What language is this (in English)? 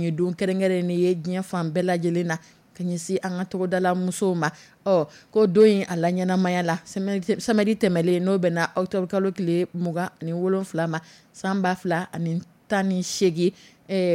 Dyula